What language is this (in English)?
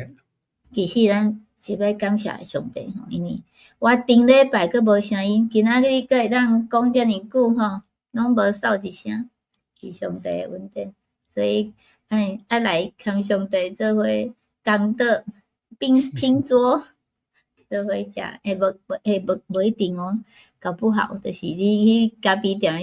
Min Nan Chinese